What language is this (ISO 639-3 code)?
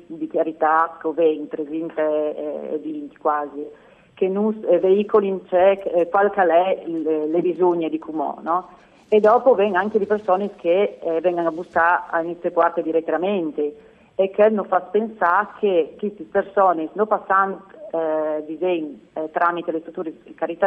fur